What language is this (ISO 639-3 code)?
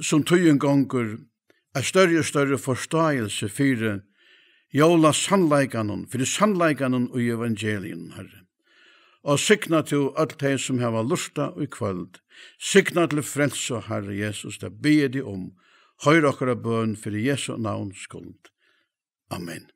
fao